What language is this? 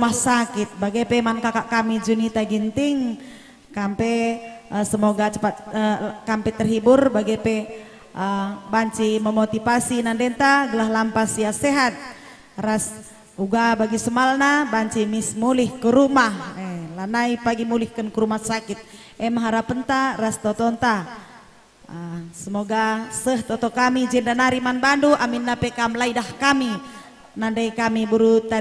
Batak Karo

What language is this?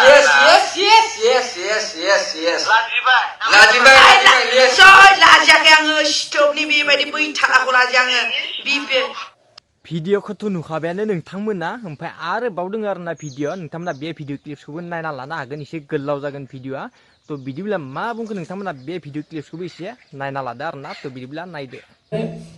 Bodo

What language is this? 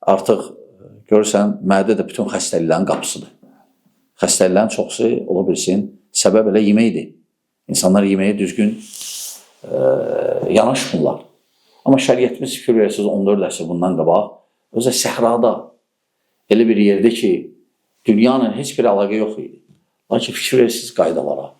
Azerbaijani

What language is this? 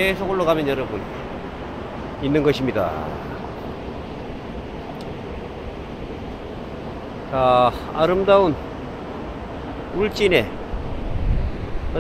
Korean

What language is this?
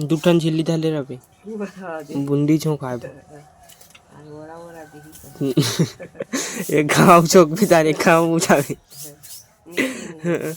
Chhattisgarhi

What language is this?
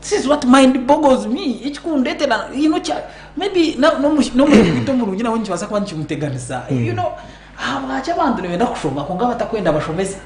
Nyankole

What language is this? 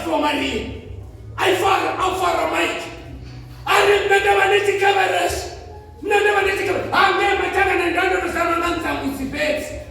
Venda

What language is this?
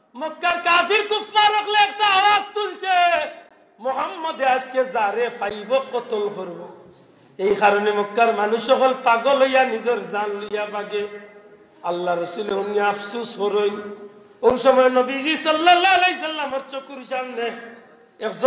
Sylheti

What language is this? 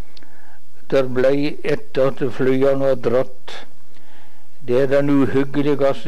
Norwegian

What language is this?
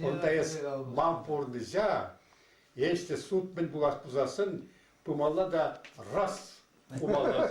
Chuvash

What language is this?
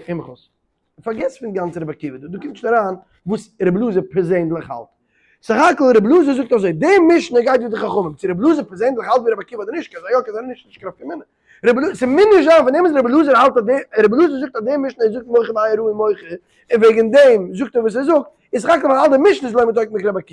Yiddish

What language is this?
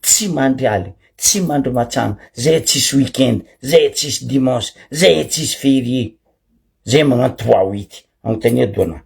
Malagasy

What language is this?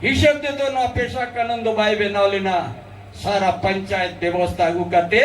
Santali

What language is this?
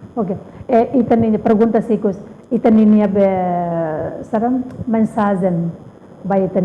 Tetum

